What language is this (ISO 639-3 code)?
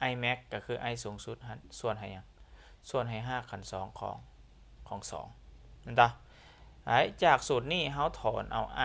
lao